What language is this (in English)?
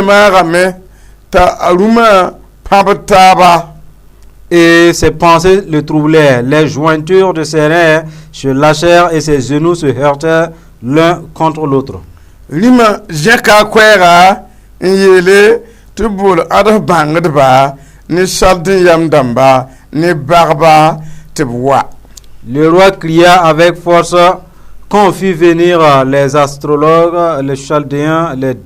Mossi